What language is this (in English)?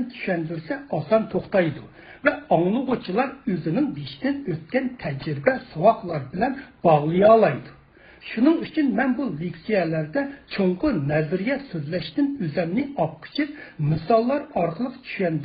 Uyghur